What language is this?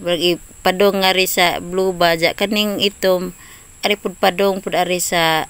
Cebuano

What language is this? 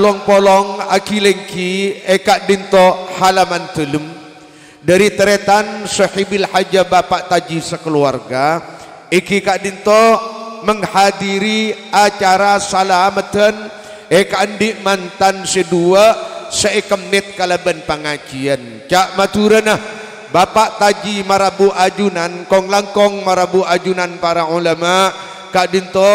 Madurese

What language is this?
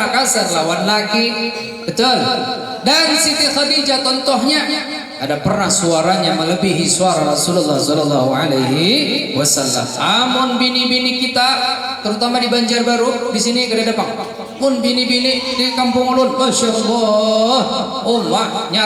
Banjar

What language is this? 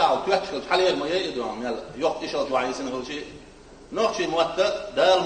Chechen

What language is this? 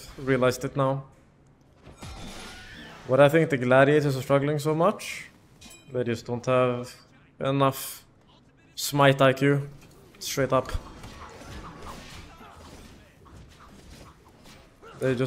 English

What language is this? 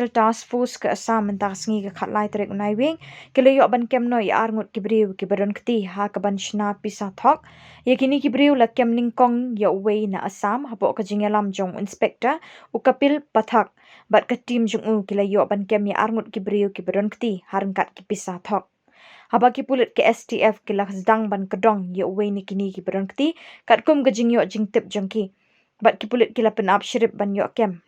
Khasi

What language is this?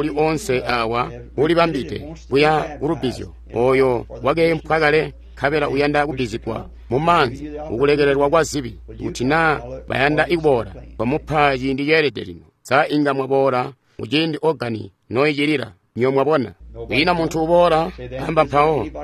Tonga (Zambia)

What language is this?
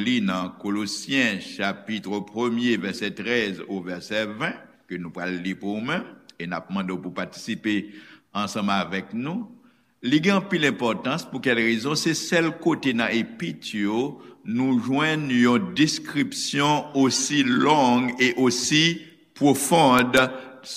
Haitian Creole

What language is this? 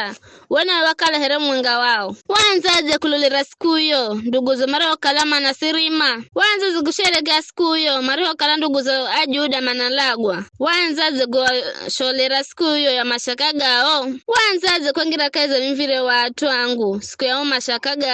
Giryama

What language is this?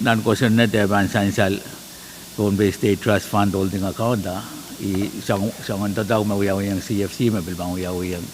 Pohnpeian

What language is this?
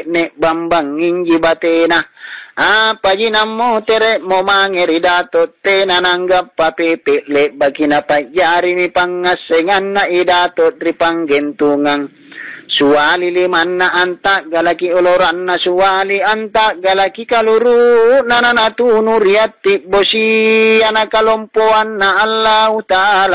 Makasar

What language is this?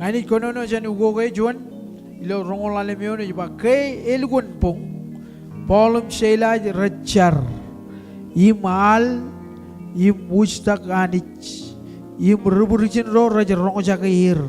Marshallese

